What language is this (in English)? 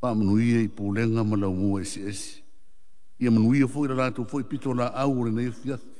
Samoan